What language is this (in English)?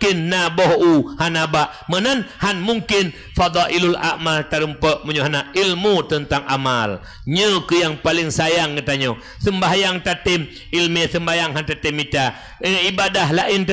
Achinese